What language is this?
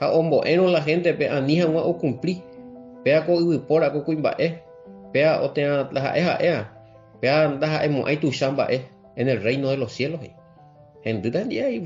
Guarani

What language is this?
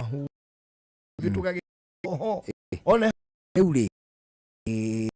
Kikuyu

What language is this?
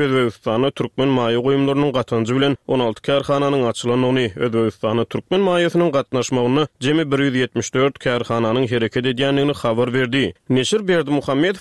Turkmen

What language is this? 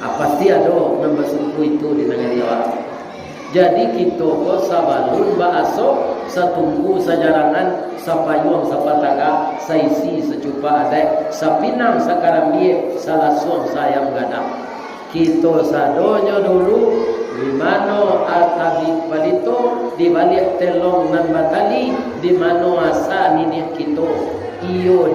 Minangkabau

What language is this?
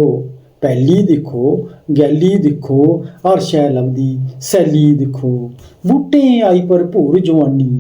Dogri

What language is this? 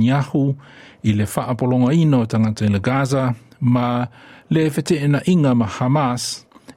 Samoan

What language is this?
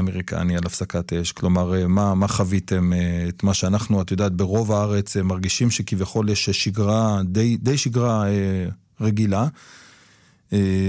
Hebrew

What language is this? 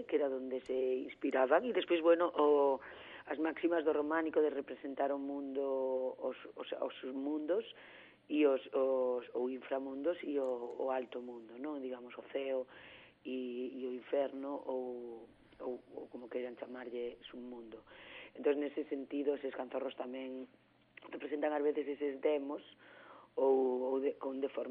Galician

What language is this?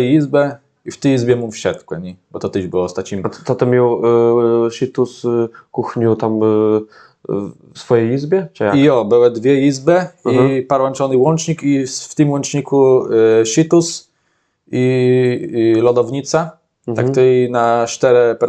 Kashubian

